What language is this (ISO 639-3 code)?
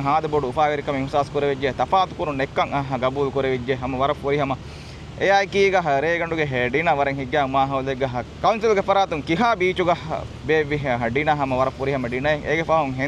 div